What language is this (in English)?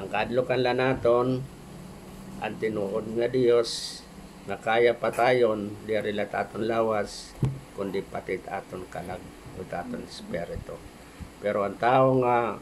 Waray